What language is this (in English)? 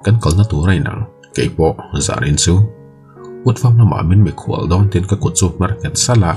Mizo